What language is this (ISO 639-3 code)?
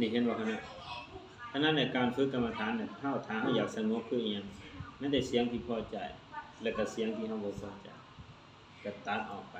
lao